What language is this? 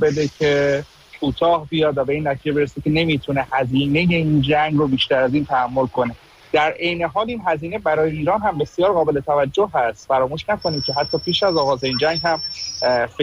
Persian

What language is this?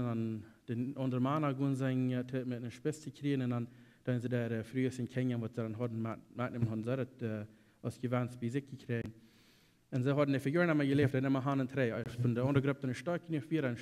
Plautdietsch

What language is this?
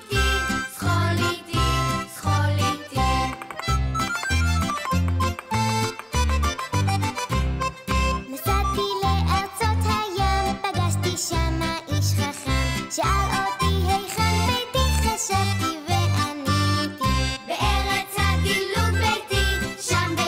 Hebrew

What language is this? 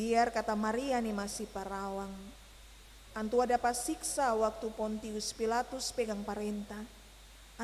Ambonese Malay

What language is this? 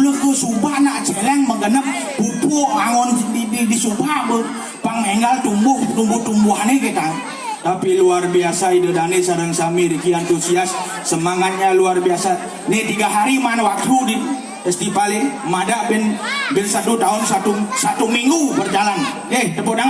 Balinese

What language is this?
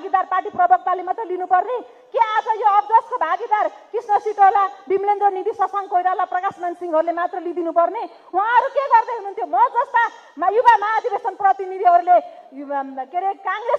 Nepali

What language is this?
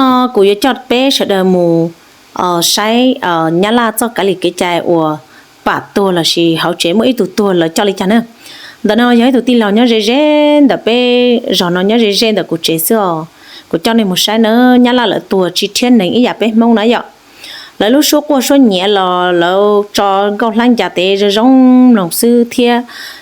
Hmong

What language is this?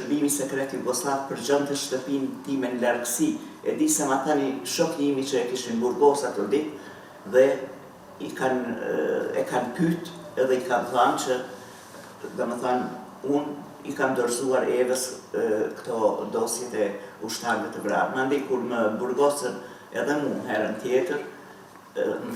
Albanian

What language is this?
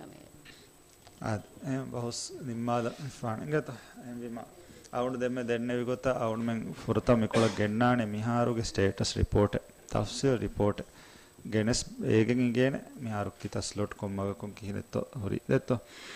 Divehi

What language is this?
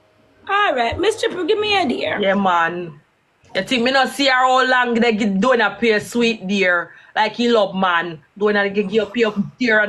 Jamaican Creole English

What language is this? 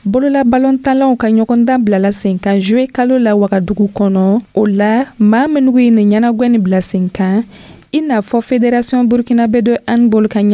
Dyula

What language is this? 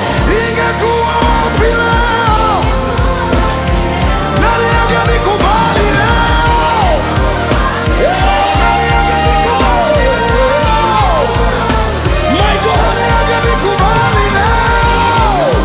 Swahili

